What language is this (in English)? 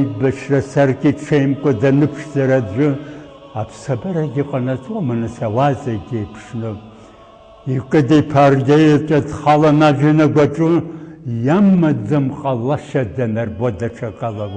Abkhazian